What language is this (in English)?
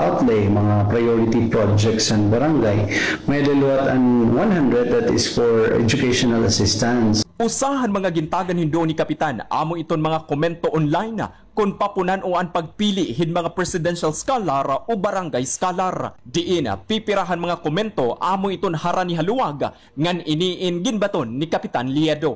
Waray